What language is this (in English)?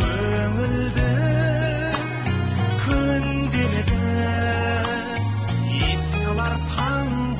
Kazakh